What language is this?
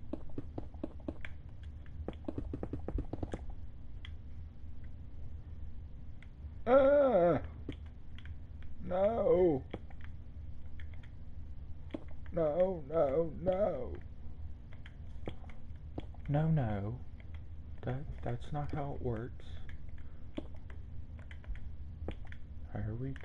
English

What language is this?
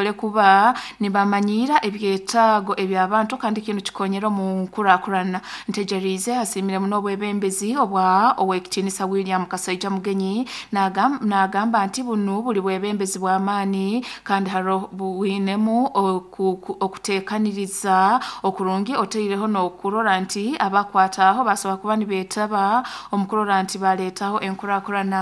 Nyoro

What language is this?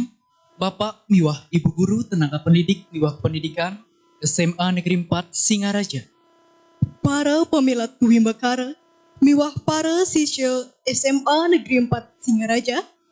Balinese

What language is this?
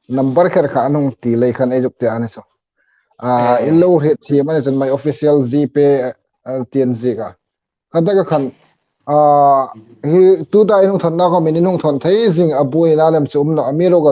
Hmar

